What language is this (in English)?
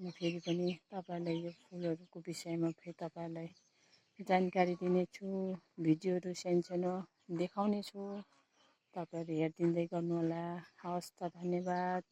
Nepali